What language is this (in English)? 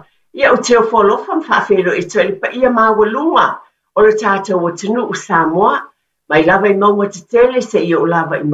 Samoan